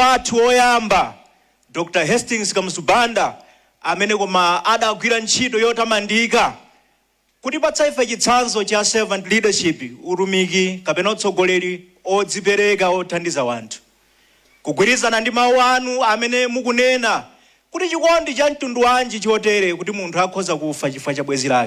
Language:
Nyanja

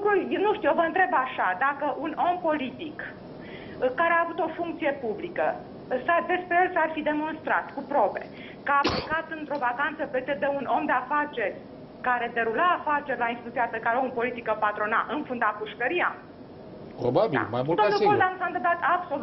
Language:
Romanian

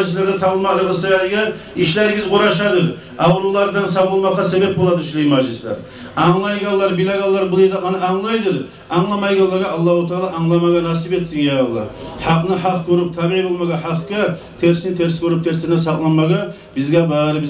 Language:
Kumyk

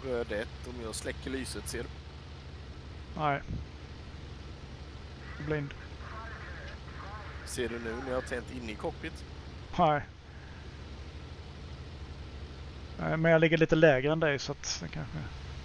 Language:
Swedish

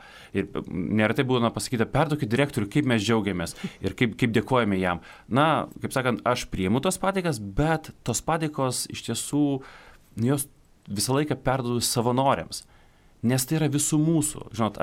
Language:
Lithuanian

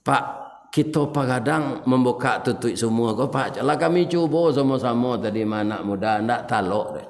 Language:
Minangkabau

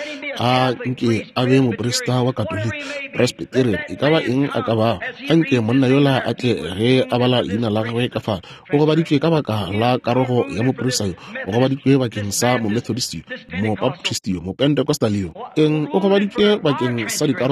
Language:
Northern Sotho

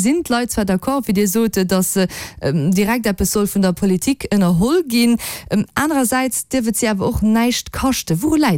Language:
Luxembourgish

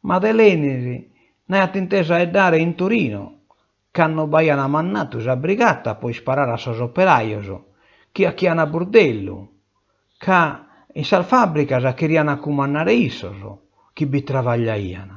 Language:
Sardinian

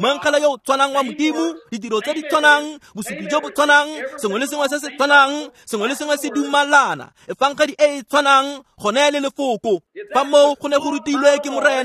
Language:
Tswana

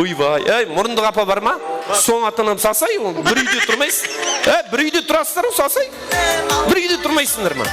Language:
Kara-Kalpak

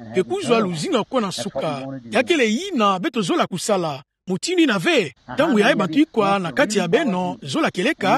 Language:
Kituba (Democratic Republic of Congo)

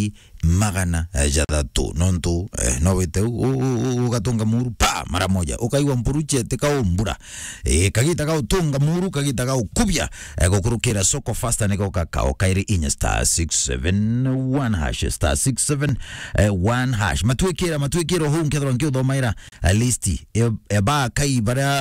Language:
Meru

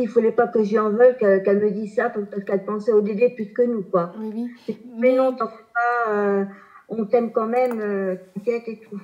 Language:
French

